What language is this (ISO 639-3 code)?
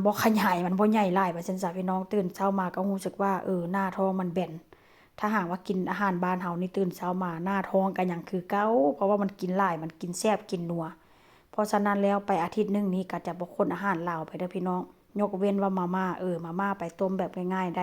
tts